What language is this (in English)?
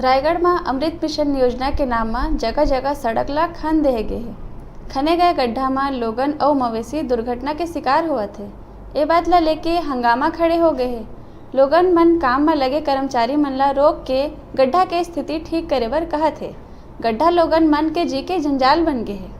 Chhattisgarhi